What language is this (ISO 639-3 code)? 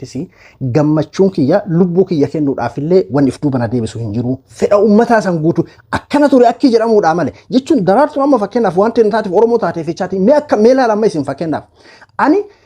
orm